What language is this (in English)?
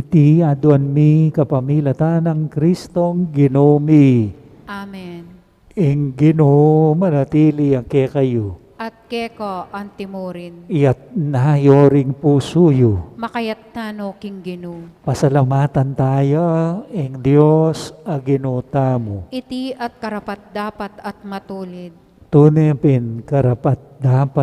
Pampanga